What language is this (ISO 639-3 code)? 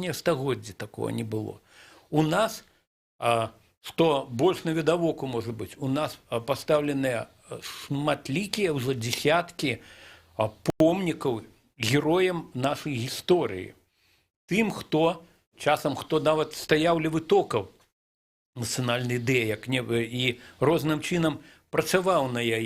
bel